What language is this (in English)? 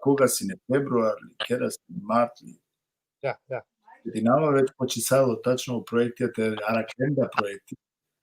Balkan Romani